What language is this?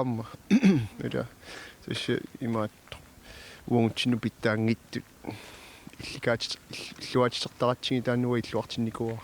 Kalaallisut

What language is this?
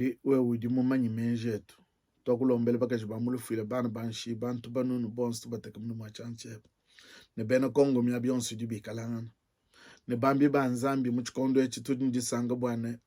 Luba-Lulua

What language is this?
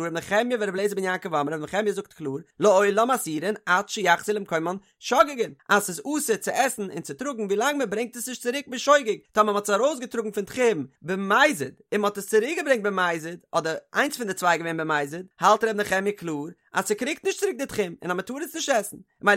Yiddish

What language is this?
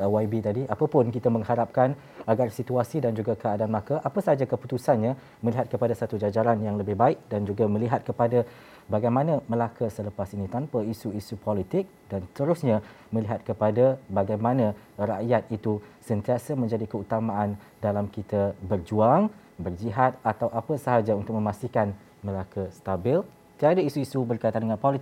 Malay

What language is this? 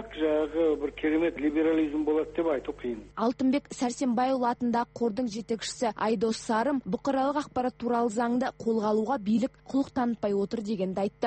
Kazakh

